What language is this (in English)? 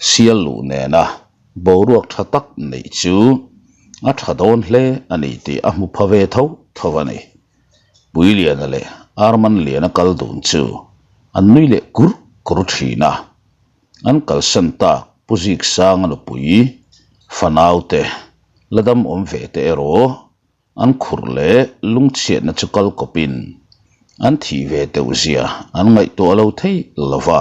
Mizo